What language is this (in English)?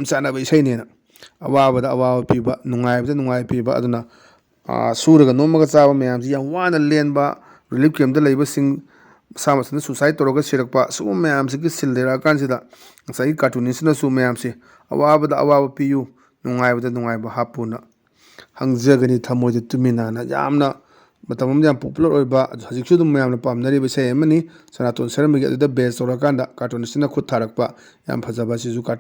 Manipuri